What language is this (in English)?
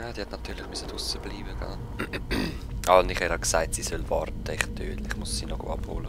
Swiss German